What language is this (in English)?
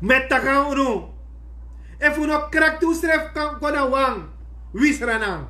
Sranan Tongo